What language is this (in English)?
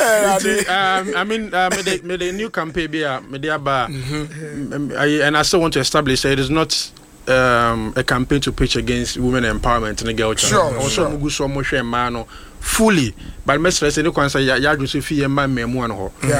Akan